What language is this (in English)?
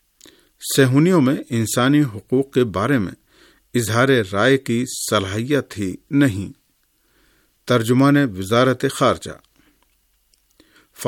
Urdu